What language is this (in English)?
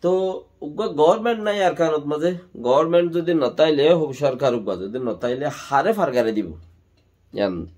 Rohingya